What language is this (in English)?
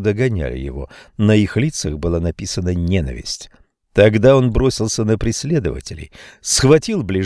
Russian